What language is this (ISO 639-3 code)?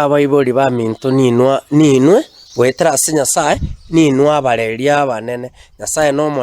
guz